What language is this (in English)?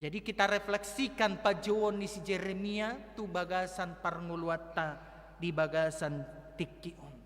Batak Toba